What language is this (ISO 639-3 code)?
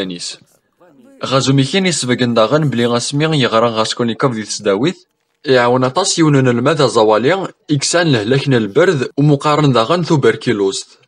kab